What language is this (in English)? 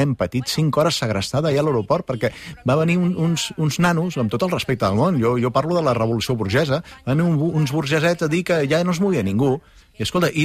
Catalan